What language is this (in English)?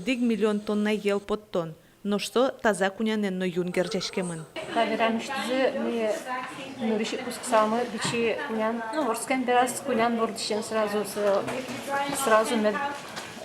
Udmurt